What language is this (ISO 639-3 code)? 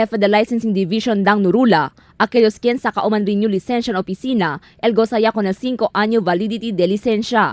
cbk